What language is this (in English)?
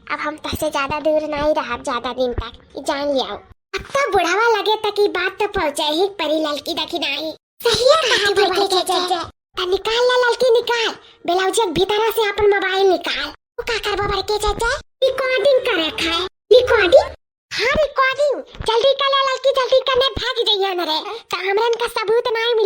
Awadhi